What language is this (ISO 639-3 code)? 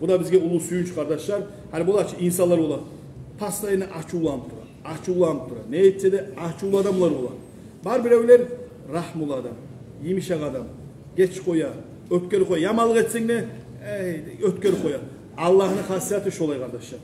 kum